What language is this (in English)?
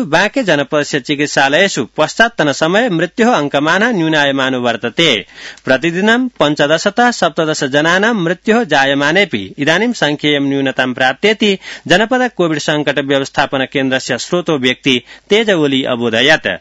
Sanskrit